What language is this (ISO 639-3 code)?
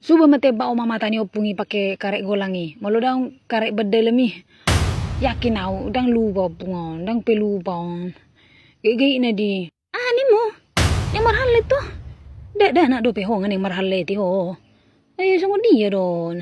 bbc